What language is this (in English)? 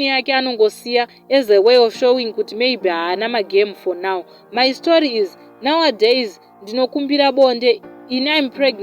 Shona